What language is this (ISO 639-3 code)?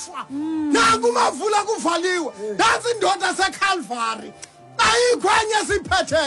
xho